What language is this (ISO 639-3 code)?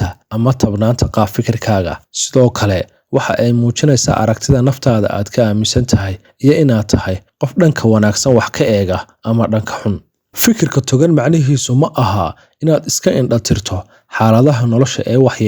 som